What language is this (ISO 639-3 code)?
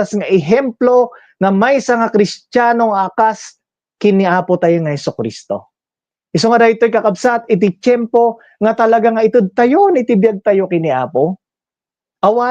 ilo